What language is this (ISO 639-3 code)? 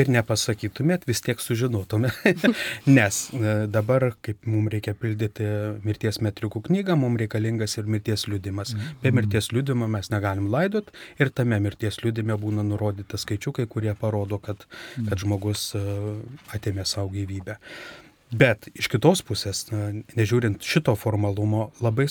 lit